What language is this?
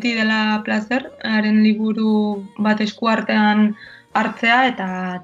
Basque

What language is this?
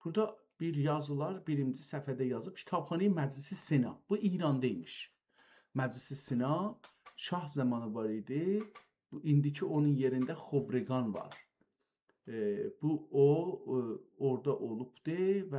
South Azerbaijani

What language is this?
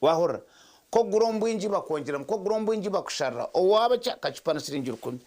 Nyankole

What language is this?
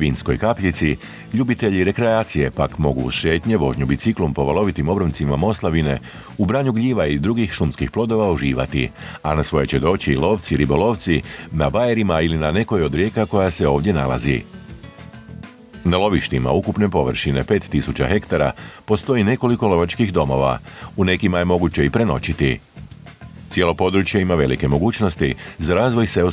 Croatian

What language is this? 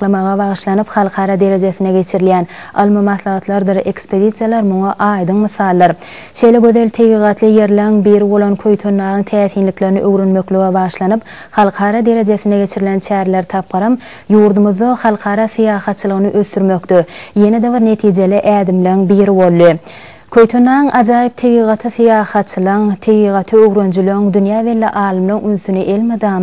Turkmen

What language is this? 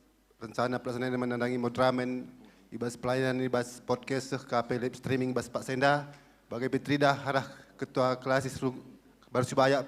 Batak Karo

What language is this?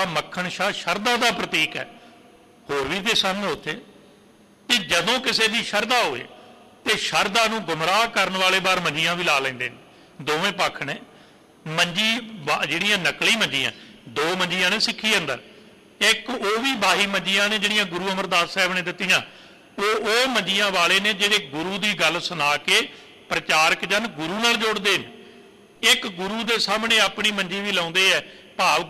Punjabi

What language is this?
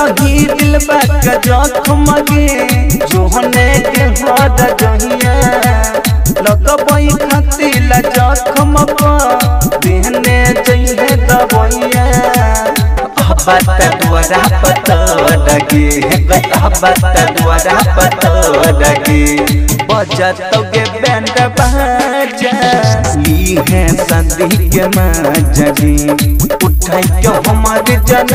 Bhojpuri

